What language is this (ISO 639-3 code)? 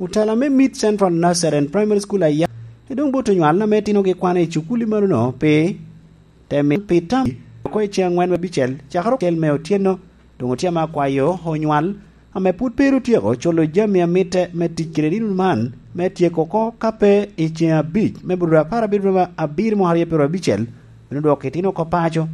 laj